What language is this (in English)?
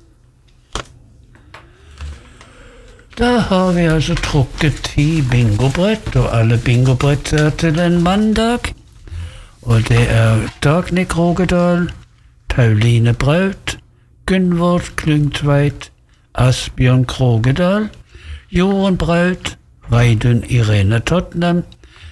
Norwegian